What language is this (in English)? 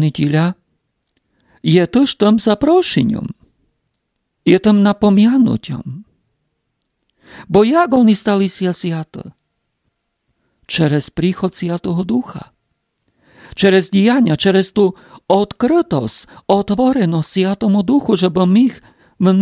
Rusyn